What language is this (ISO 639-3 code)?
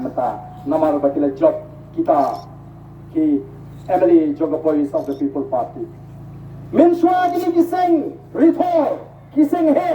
kha